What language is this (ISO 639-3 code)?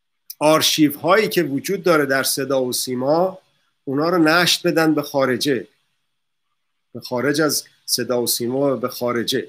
fas